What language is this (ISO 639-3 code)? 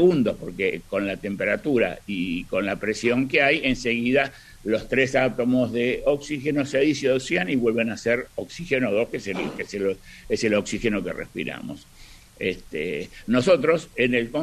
spa